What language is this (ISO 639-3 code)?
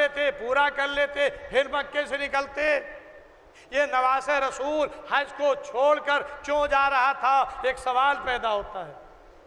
urd